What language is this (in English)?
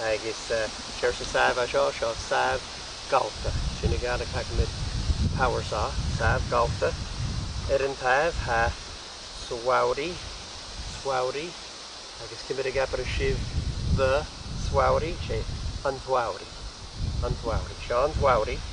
Scottish Gaelic